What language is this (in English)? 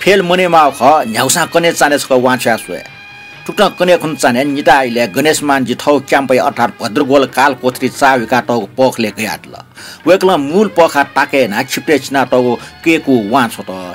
Newari